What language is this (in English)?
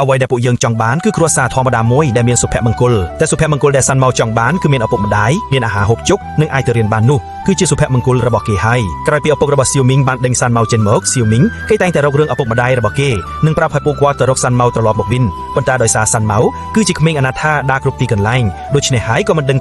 Khmer